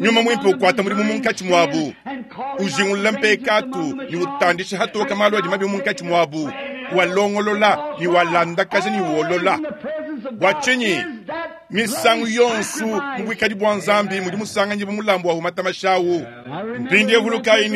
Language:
Luba-Lulua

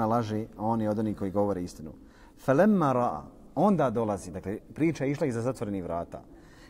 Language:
Bosnian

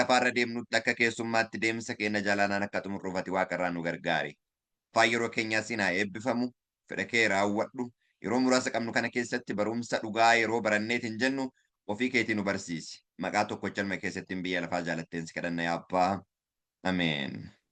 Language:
Oromo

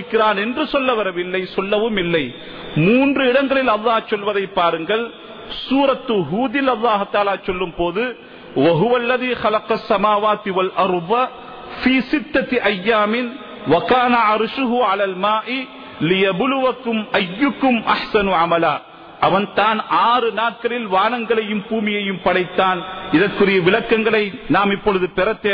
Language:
Tamil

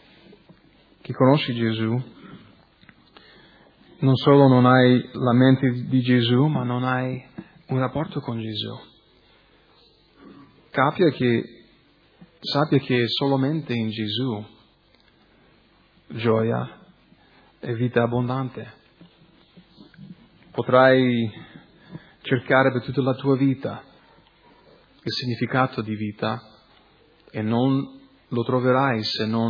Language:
Italian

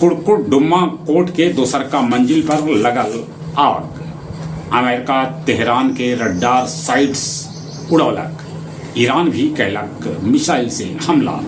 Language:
Magahi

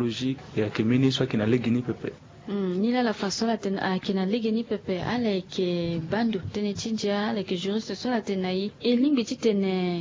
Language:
Sango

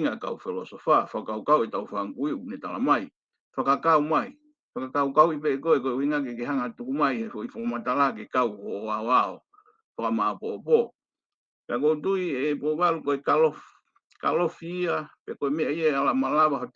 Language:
Tongan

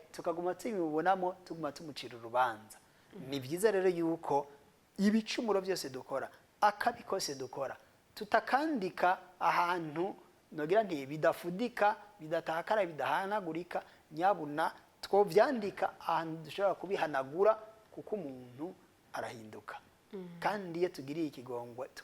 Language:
Rundi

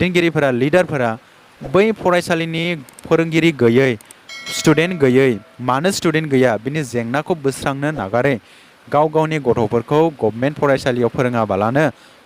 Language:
Bodo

